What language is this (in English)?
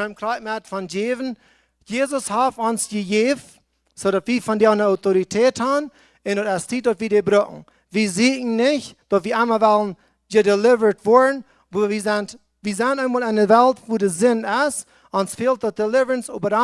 Plautdietsch